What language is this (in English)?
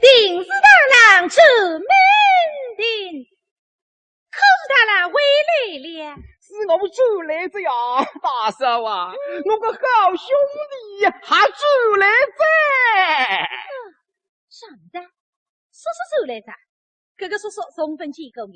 Wu Chinese